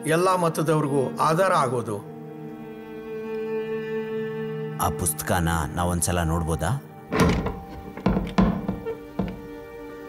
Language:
Kannada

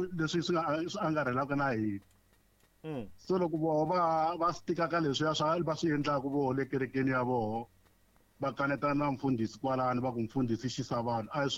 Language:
Tsonga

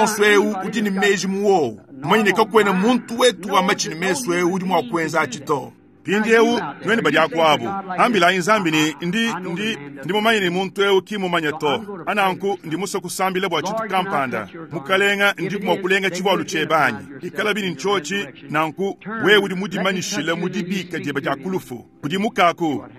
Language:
Luba-Lulua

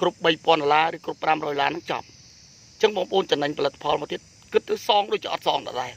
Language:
Khmer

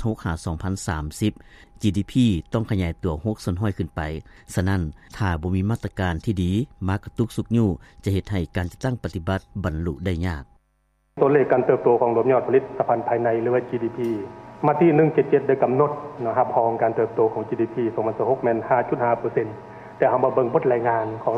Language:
Lao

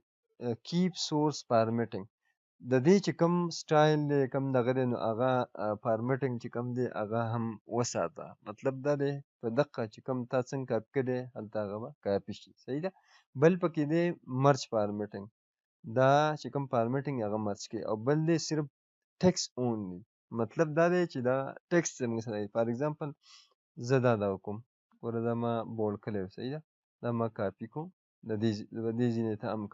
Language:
Pashto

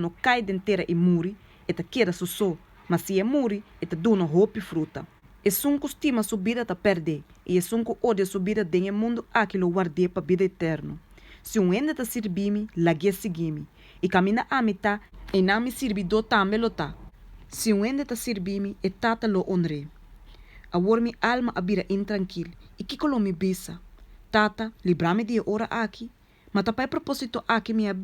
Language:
Papiamento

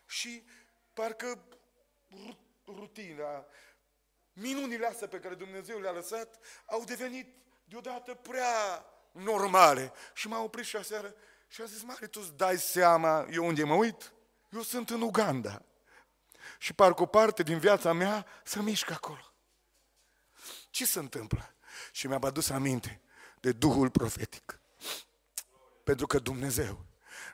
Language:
Romanian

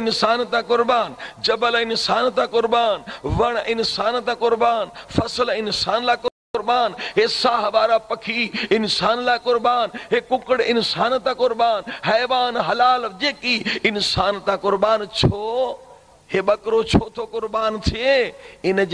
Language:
Sindhi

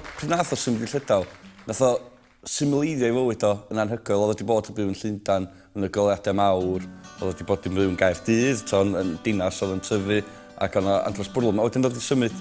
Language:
Welsh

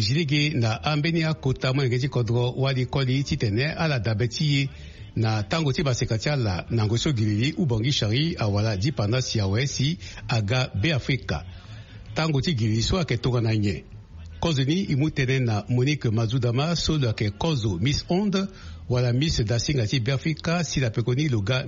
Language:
Sango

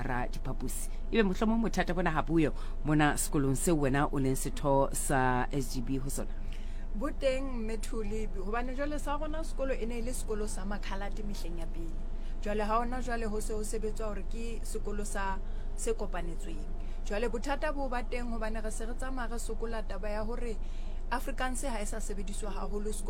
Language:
Southern Sotho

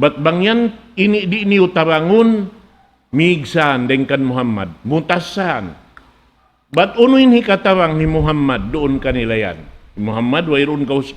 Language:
Tausug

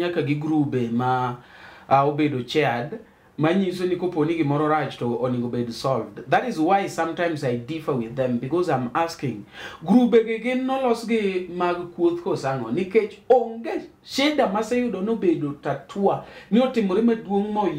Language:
Luo (Kenya and Tanzania)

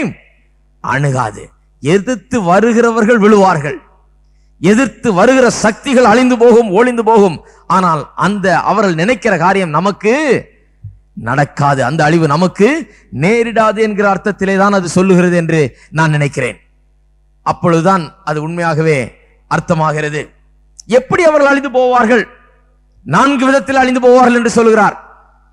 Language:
Tamil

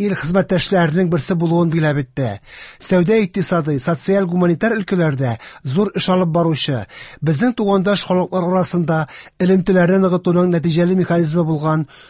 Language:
Tatar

